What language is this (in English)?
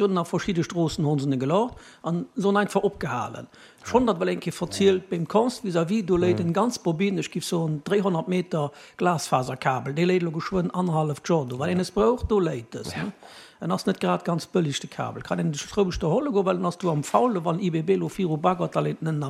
Luxembourgish